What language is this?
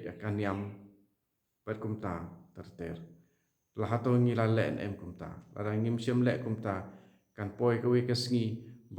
Khasi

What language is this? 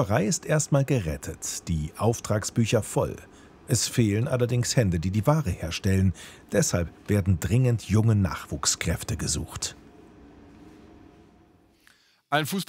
German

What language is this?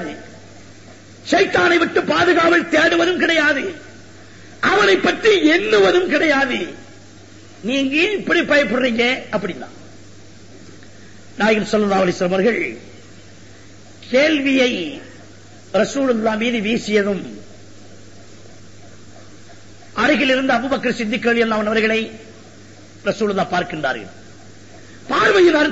Tamil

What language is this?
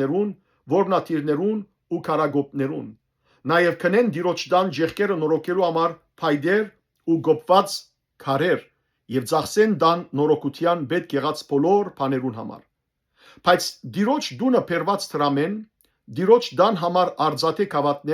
Western Armenian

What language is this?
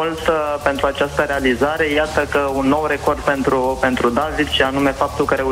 Romanian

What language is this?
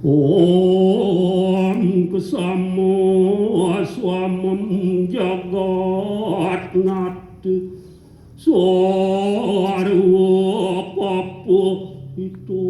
Balinese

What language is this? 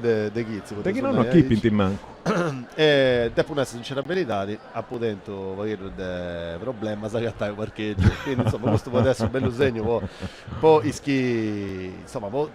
Sardinian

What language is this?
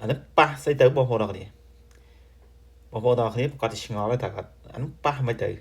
Khmer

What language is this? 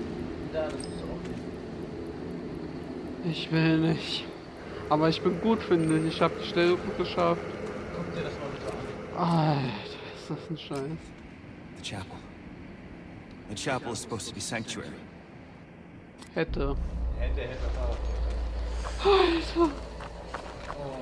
German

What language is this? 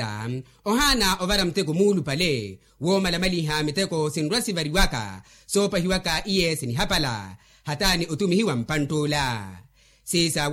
Makhuwa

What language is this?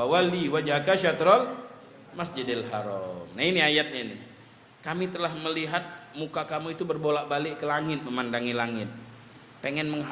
Musi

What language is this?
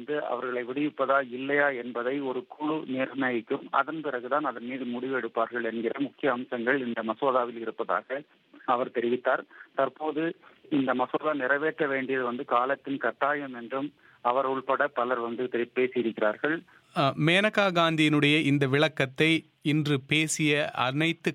Tamil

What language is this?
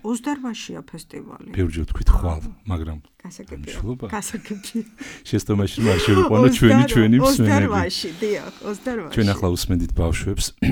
Georgian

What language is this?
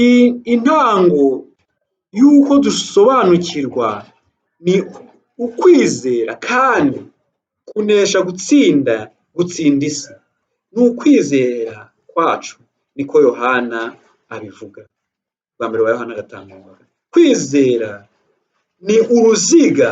Kinyarwanda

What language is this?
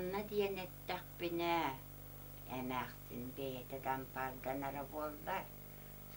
Yakut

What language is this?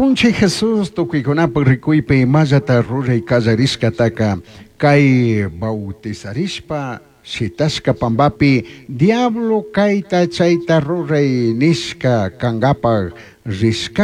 Chimborazo Highland Quichua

